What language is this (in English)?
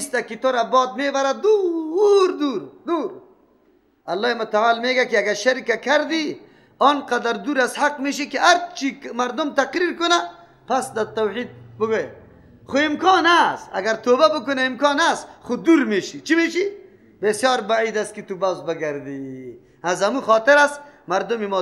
Persian